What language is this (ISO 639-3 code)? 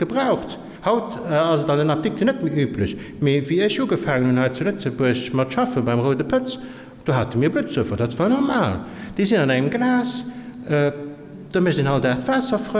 ltz